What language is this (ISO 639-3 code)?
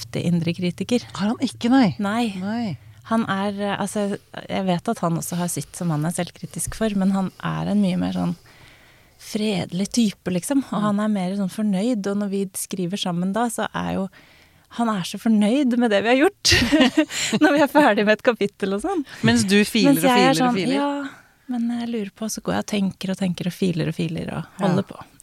nor